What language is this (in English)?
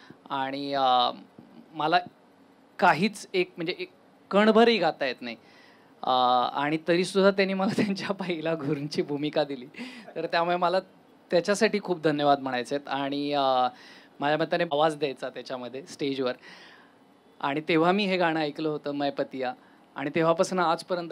Marathi